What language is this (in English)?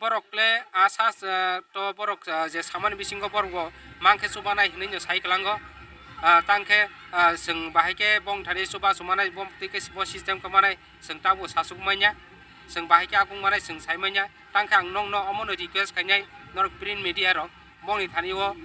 Kok Borok